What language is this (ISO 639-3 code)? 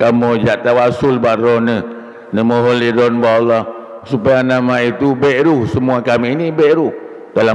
ace